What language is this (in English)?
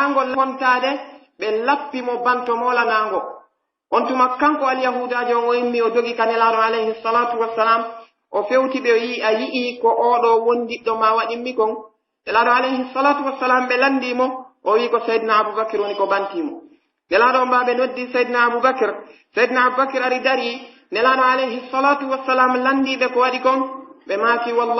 Pular